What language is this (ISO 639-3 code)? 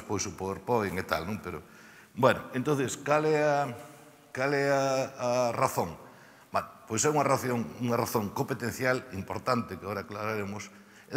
glg